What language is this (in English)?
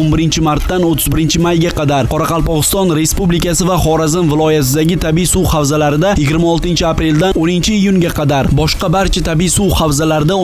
Uzbek